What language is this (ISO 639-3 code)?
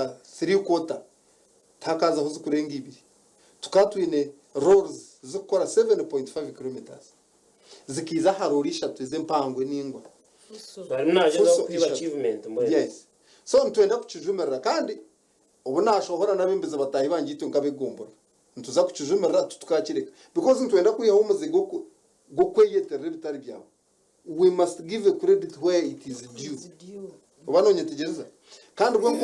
nyn